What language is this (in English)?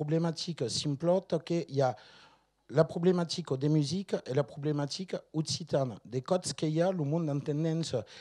Occitan